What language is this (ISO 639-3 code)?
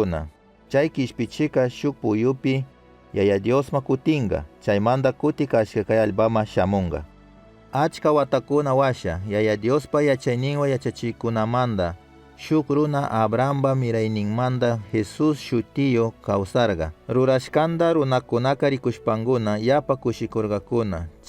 qug